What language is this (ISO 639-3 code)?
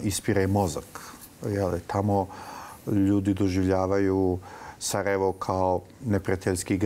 bos